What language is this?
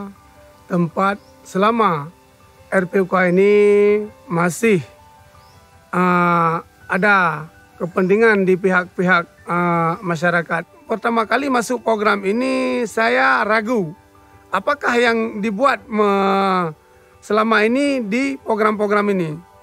Indonesian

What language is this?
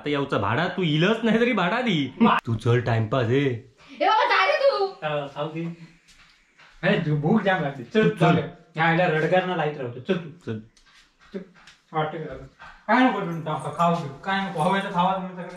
Marathi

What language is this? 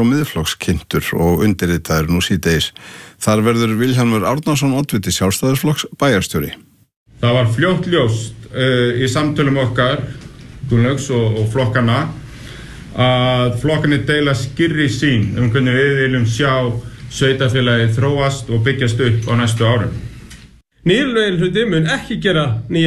Icelandic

